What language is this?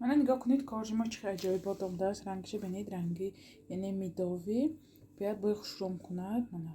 Tajik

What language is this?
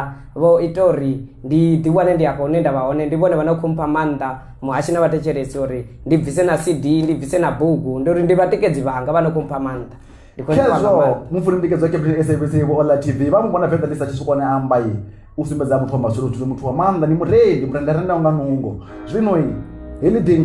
Venda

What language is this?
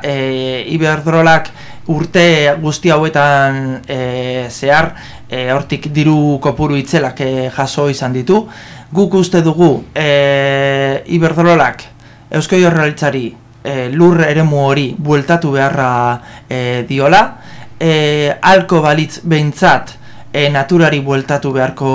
Basque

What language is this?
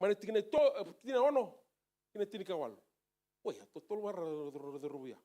Fijian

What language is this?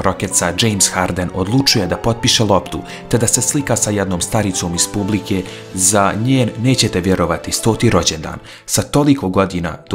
Bosnian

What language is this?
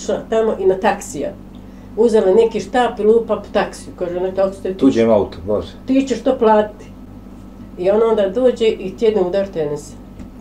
Bosnian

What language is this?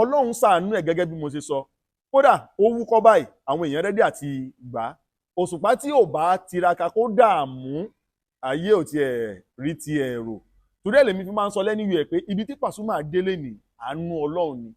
Yoruba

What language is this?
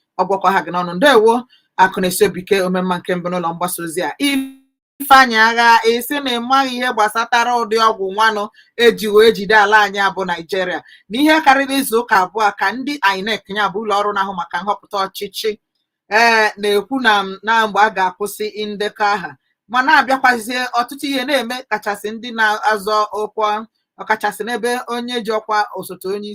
Igbo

